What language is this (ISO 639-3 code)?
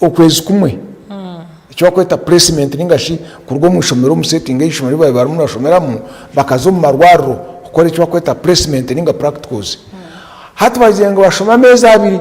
nyn